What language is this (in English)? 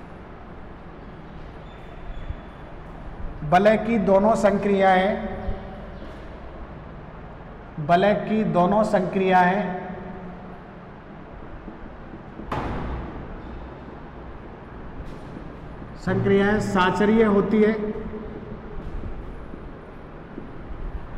Hindi